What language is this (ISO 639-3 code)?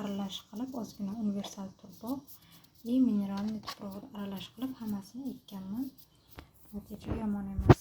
uzb